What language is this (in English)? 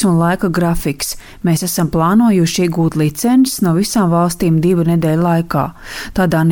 Latvian